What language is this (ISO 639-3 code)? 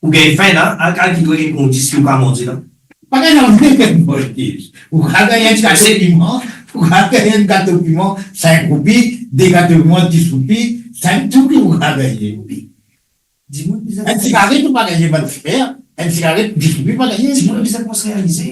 mfe